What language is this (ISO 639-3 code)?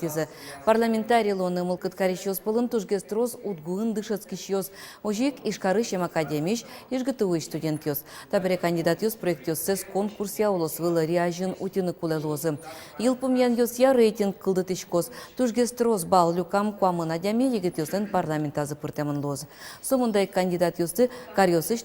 udm